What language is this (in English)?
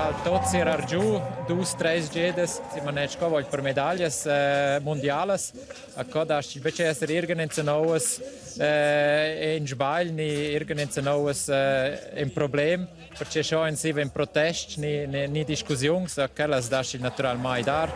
Romansh